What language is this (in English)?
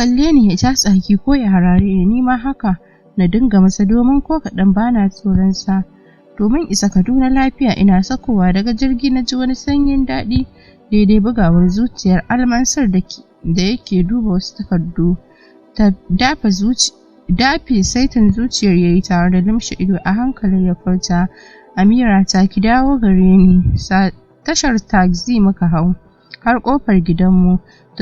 Hausa